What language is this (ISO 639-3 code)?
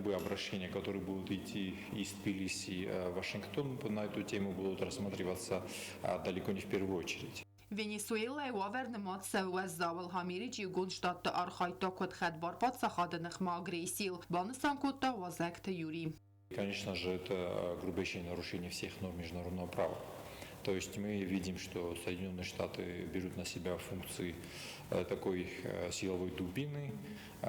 oss